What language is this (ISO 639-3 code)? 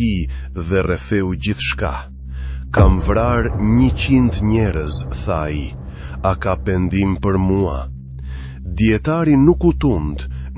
sqi